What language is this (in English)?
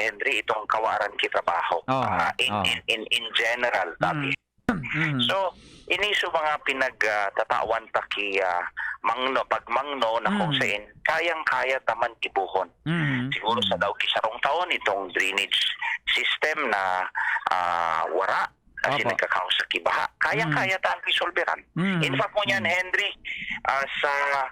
Bikol